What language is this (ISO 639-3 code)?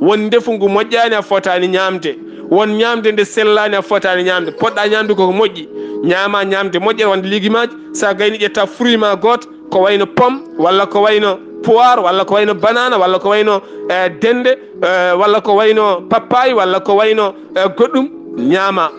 ful